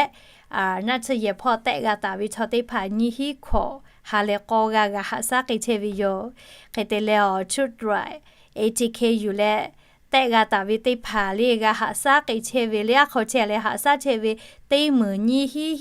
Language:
Lahu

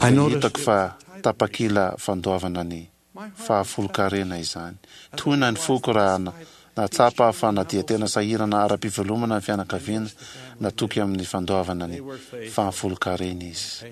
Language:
Malagasy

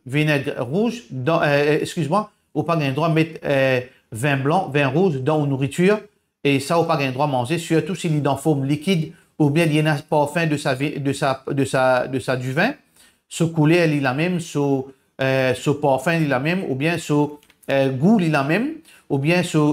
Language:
Morisyen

